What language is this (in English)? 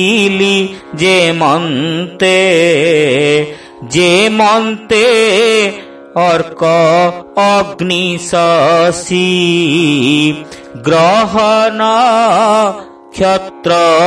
Odia